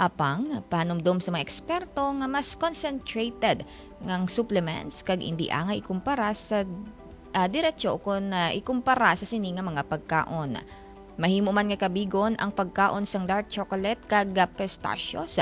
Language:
Hiligaynon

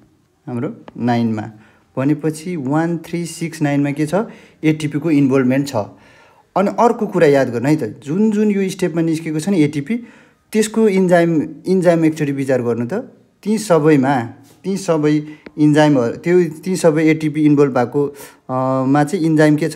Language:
Nepali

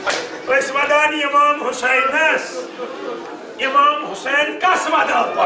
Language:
Kashmiri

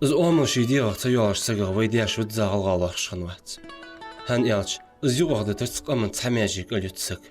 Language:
Ingush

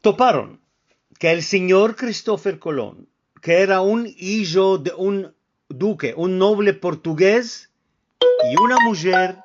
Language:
Ladino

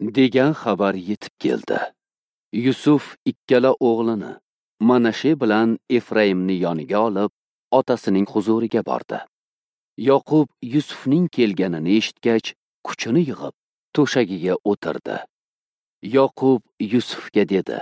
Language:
Uzbek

